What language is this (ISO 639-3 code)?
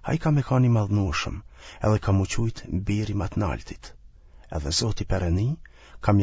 sqi